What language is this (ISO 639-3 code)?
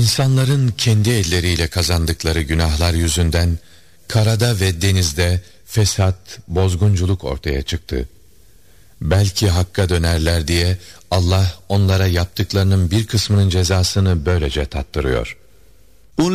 tur